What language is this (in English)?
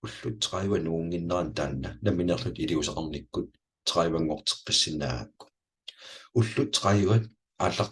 Kalaallisut